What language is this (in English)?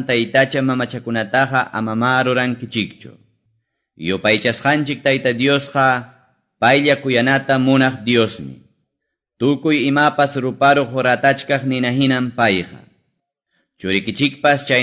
Quechua